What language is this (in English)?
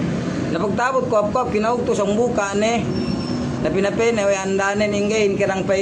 Yakan